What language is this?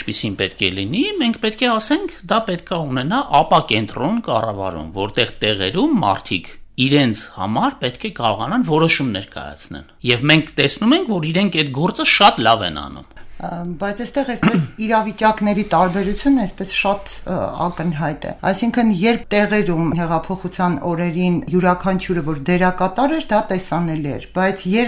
Armenian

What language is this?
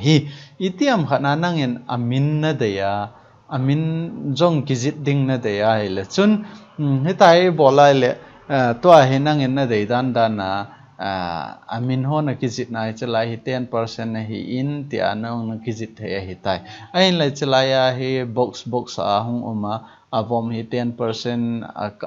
Thado Chin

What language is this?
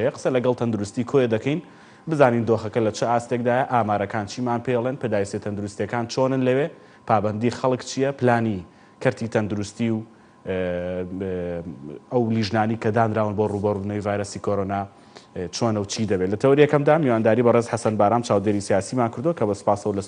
Central Kurdish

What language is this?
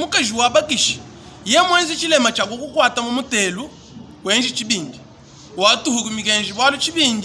Luba-Lulua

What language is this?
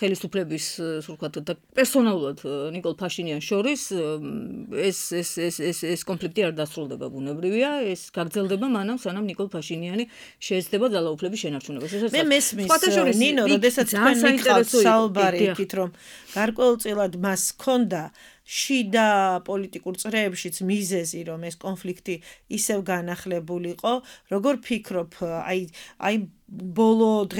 Georgian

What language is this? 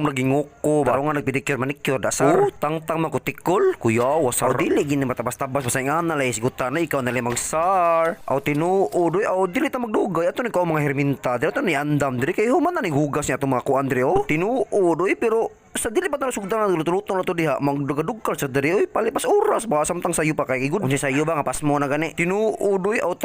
Cebuano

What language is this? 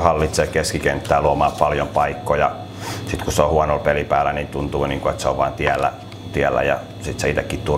Finnish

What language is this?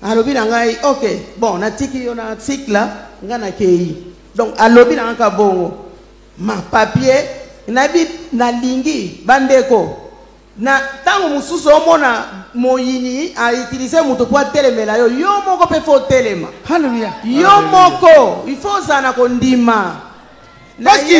Lingala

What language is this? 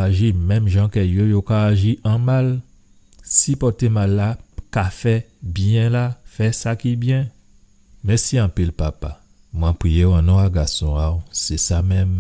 Guadeloupean Creole French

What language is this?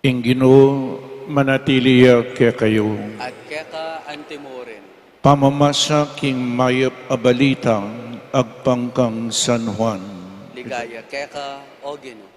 Pampanga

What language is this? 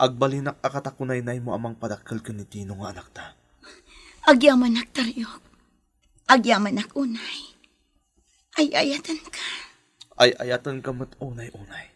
Iloko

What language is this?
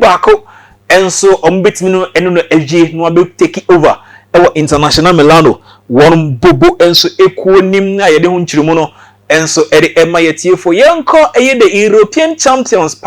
Akan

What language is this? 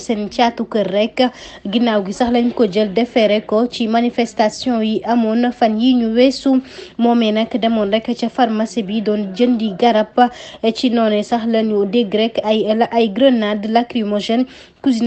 Wolof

